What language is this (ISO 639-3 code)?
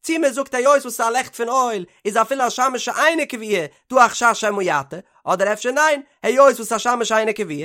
yid